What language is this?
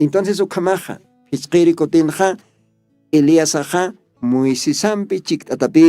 Aymara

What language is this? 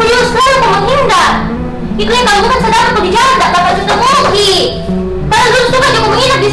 Makassar Malay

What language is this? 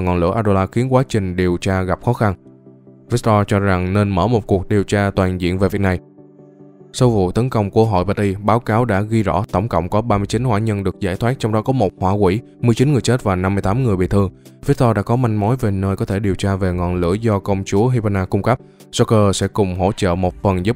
Vietnamese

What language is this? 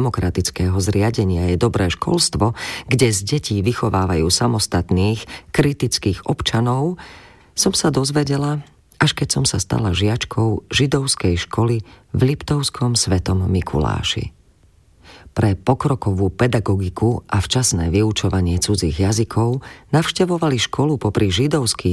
Slovak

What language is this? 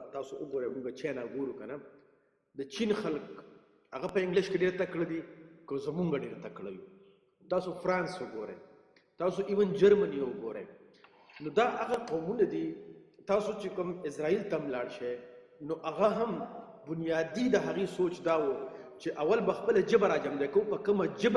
Pashto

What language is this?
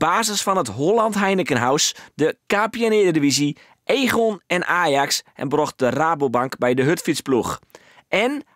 Western Frisian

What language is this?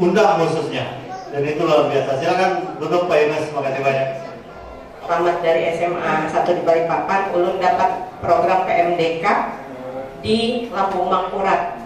Banjar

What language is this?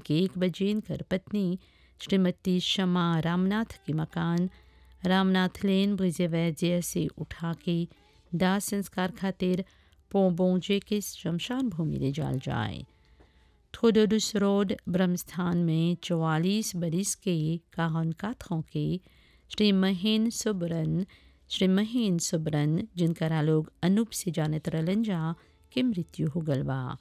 Bhojpuri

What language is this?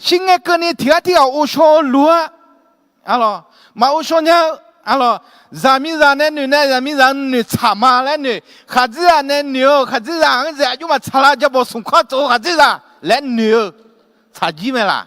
Akha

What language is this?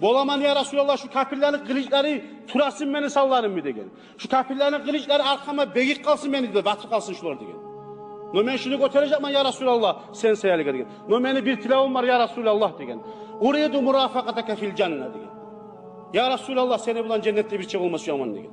Kumyk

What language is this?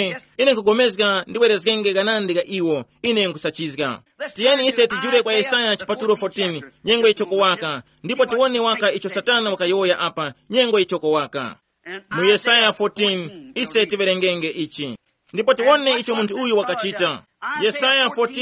Tumbuka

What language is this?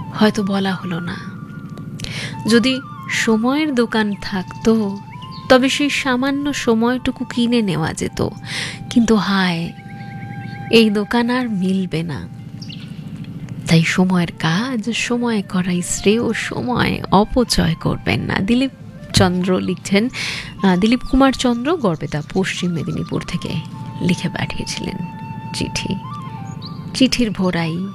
Bangla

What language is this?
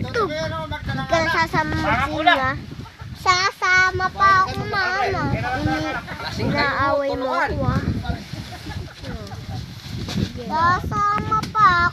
Filipino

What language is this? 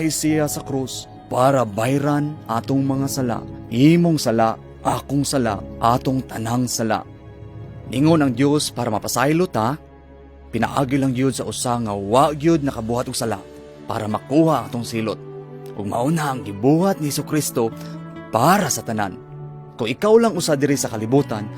Cebuano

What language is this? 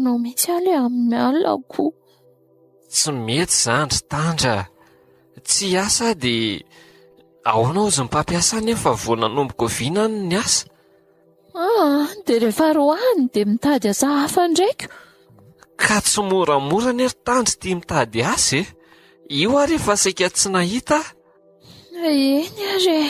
Malagasy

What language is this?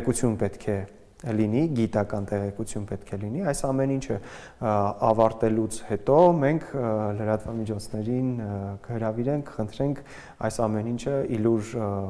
Armenian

